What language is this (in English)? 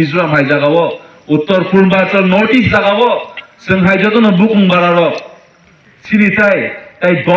Kok Borok